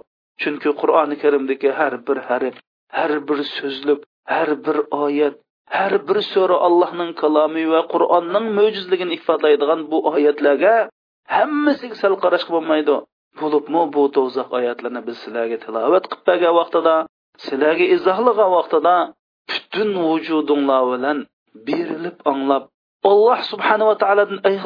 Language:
Uyghur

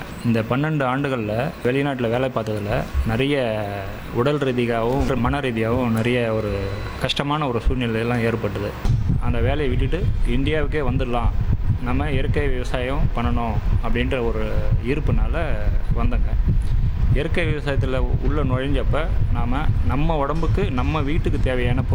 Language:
Tamil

